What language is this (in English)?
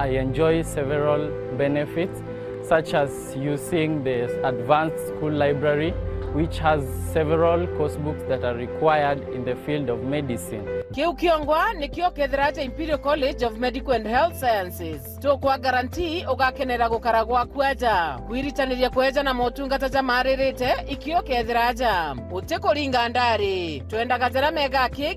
Meru